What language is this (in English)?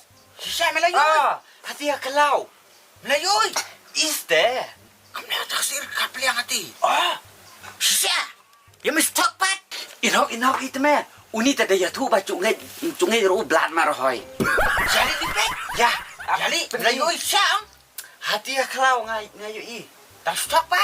Khasi